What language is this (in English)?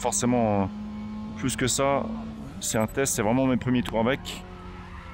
French